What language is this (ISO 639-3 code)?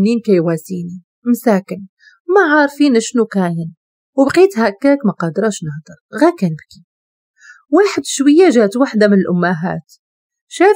ary